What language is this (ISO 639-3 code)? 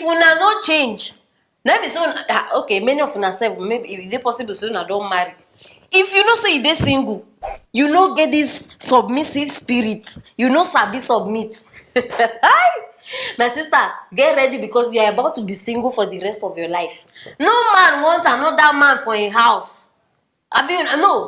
pcm